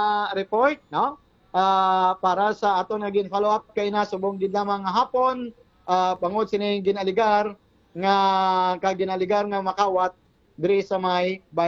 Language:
Hiligaynon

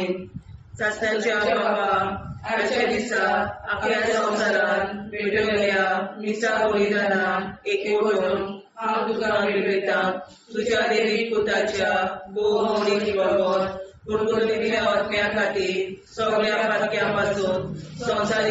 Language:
Konkani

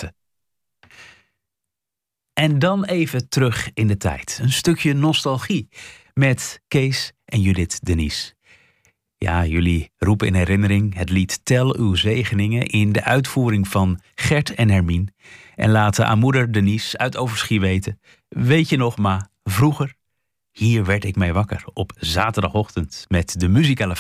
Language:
Dutch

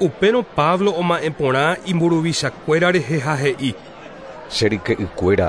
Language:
Guarani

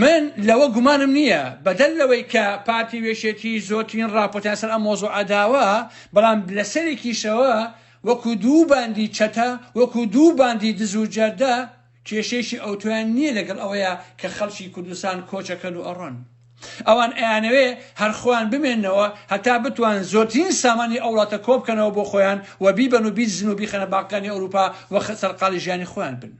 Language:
Central Kurdish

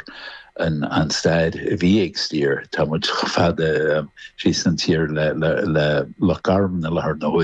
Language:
Irish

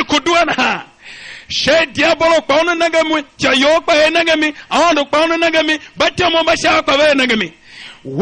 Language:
Tiv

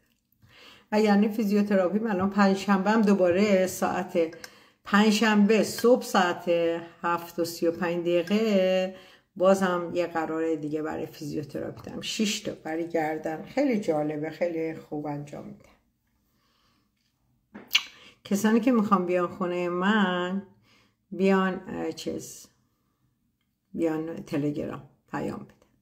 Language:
Persian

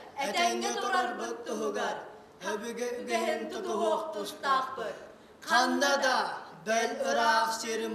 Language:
Yakut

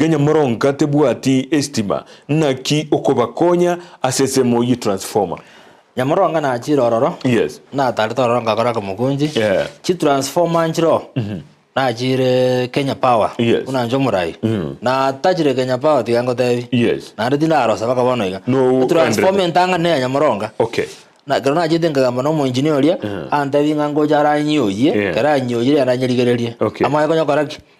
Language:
Gusii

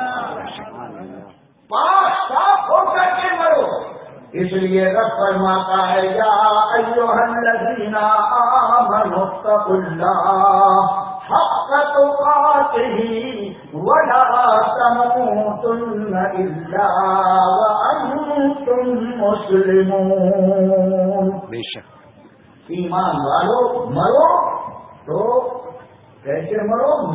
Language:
Urdu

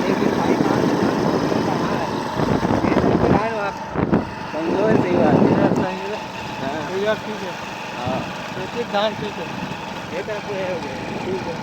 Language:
Chhattisgarhi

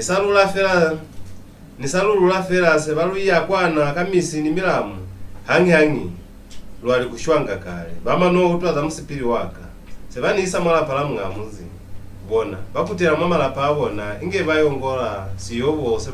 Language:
Lozi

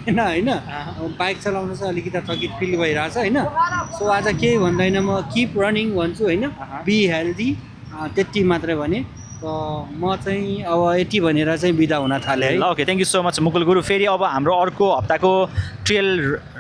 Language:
Nepali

